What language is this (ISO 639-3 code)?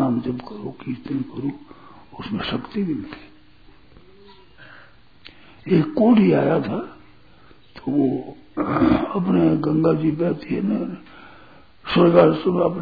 hin